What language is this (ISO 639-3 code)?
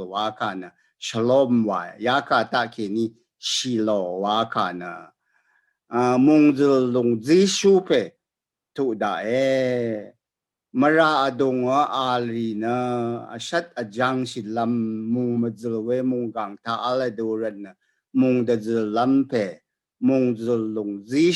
raw